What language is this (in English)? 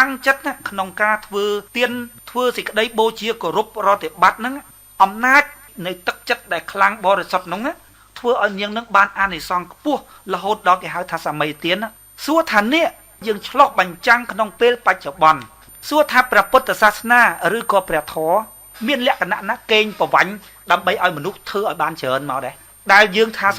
Khmer